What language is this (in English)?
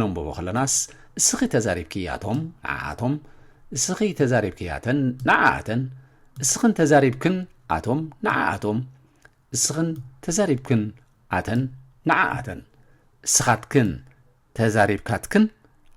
Tigrinya